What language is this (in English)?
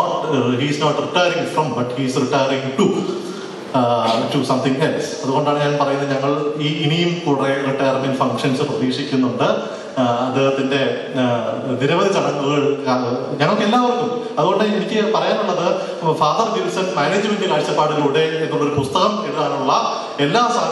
Malayalam